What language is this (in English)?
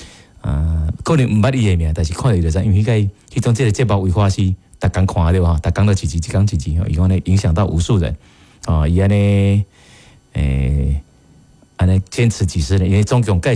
Min Nan Chinese